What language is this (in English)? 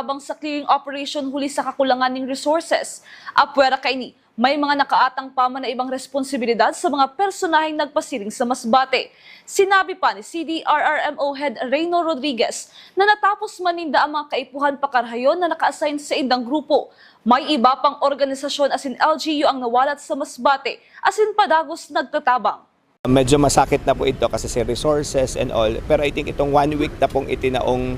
Bikol